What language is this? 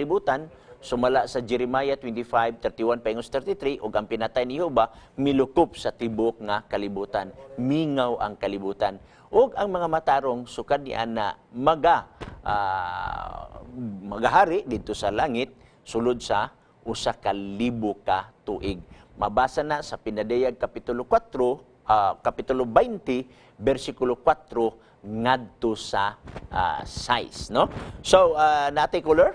Cebuano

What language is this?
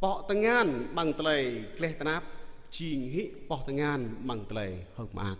Jarai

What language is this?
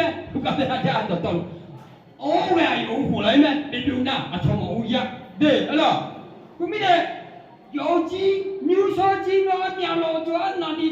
Akha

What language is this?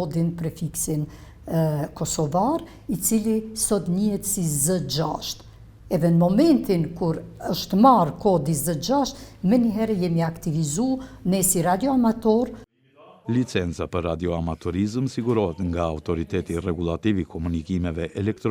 Albanian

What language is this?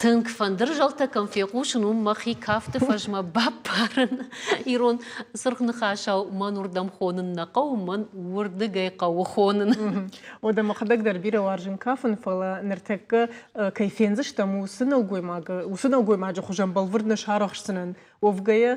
Ossetic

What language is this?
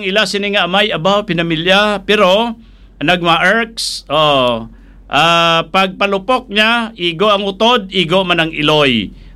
Hiligaynon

